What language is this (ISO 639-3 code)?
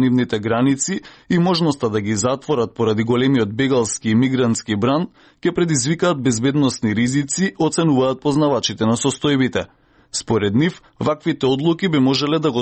mkd